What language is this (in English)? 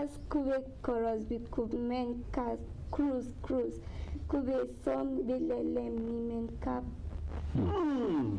Berom